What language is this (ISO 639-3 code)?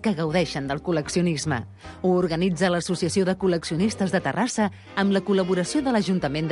cat